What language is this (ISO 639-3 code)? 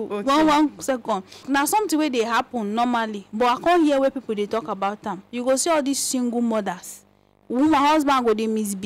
pcm